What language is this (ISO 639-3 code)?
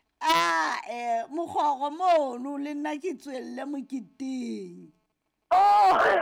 sot